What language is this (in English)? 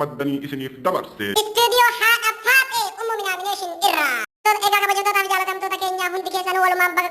Oromo